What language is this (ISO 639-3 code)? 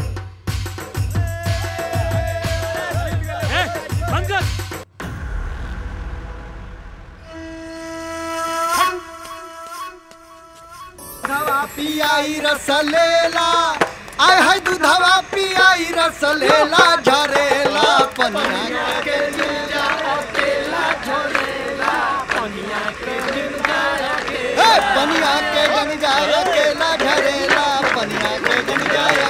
bho